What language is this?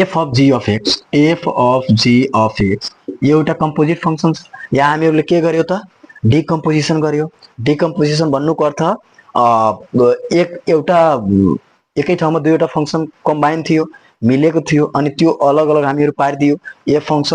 Nepali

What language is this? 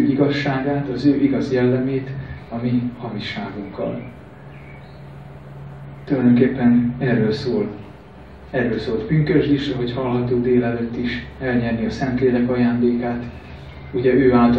Hungarian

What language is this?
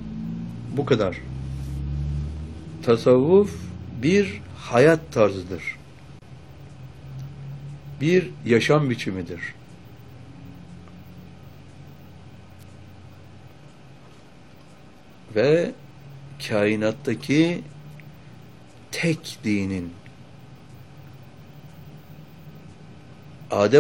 Turkish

